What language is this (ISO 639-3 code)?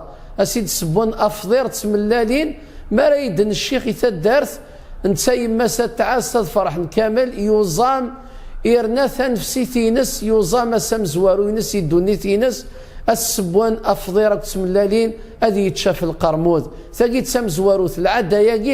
kab